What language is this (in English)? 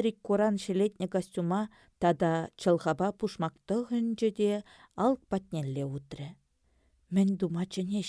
Chuvash